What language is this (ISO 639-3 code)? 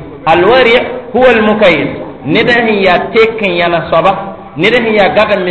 mos